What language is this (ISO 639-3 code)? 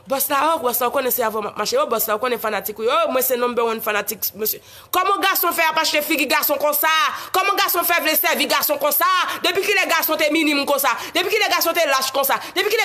hat